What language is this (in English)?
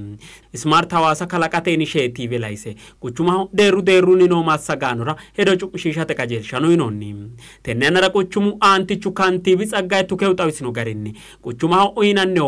Sidamo